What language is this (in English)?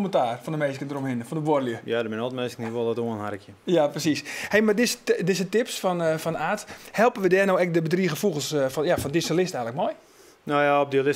Western Frisian